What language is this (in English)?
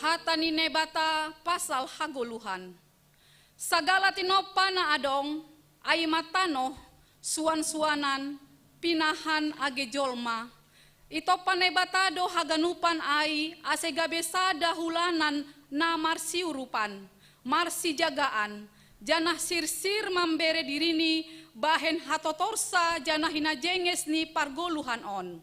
Batak Simalungun